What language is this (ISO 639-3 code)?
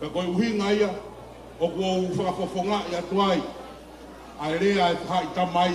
ton